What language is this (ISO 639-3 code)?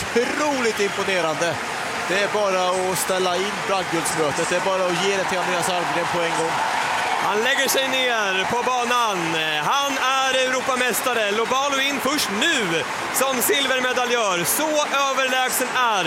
swe